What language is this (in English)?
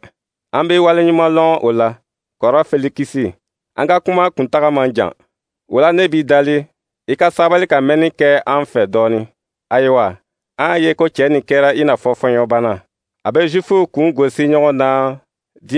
Dyula